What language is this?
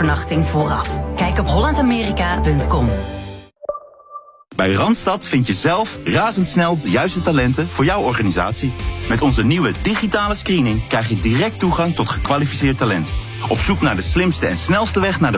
Dutch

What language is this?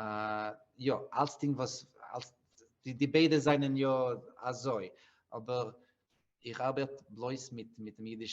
Yiddish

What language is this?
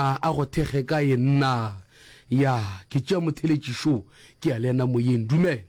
Northern Sotho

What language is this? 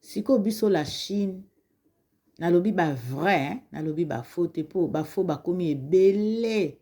Lingala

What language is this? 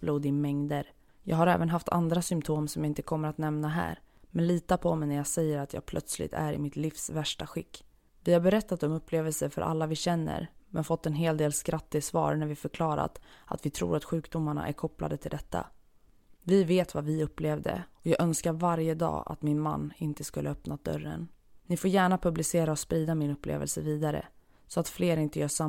Swedish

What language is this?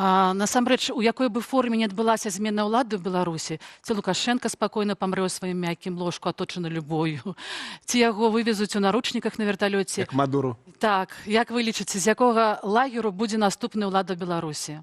Belarusian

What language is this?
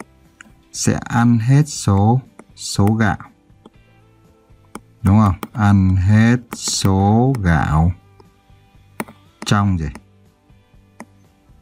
Vietnamese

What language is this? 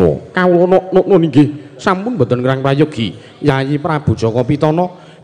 Javanese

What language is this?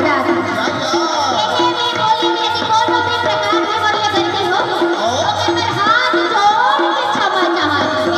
Chhattisgarhi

